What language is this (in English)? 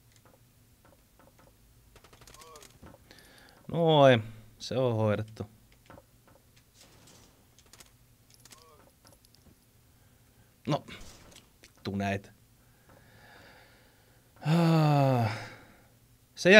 Finnish